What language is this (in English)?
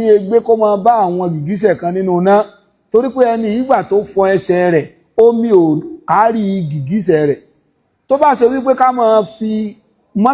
Yoruba